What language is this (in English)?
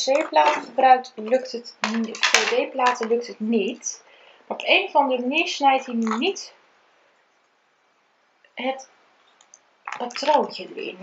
Dutch